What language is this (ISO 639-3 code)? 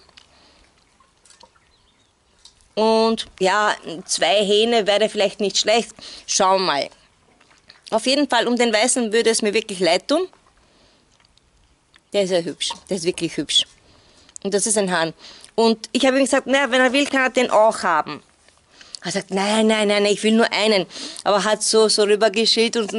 deu